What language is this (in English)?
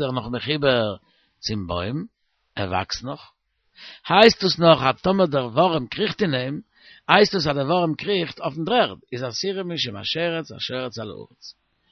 Yiddish